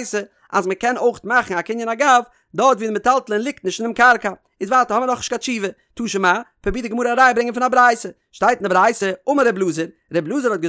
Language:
Yiddish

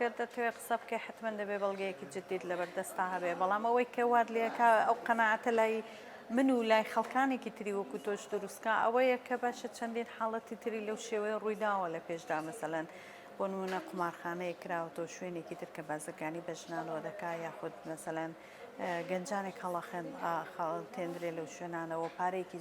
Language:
Central Kurdish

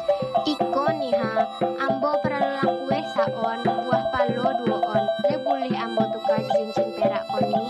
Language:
Minangkabau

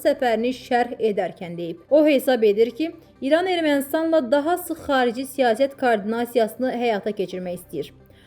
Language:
Azerbaijani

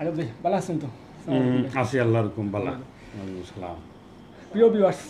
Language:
Sylheti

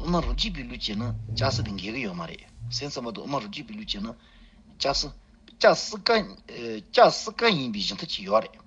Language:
Tibetan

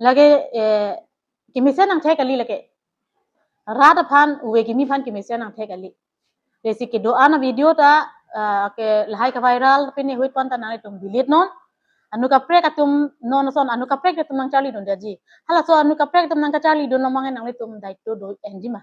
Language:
Karbi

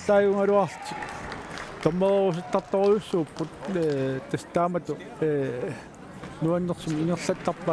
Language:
Kalaallisut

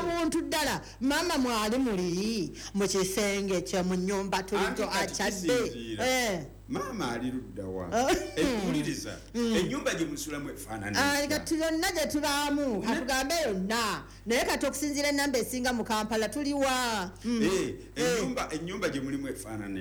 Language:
Ganda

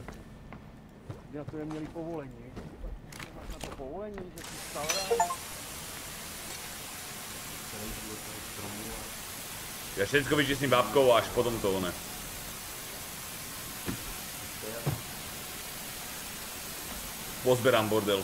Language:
Slovak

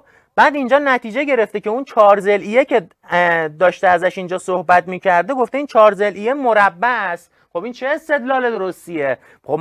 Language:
Persian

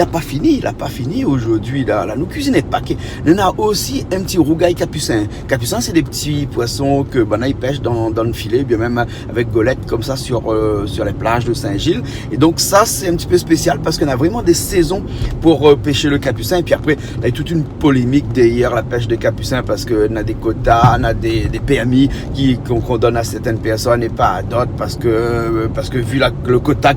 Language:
Réunion Creole French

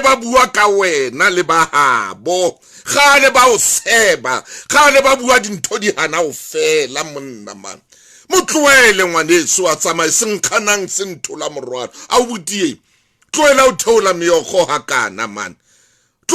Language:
Southern Sotho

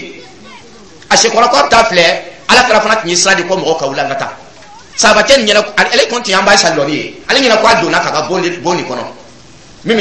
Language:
Dyula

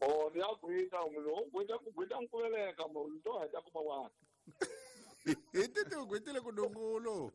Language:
Tsonga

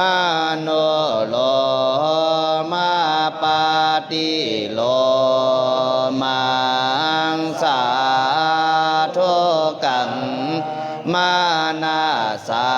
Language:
Pali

